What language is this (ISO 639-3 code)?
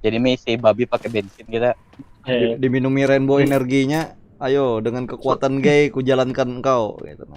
bjn